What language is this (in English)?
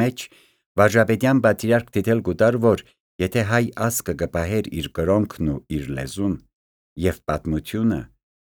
Armenian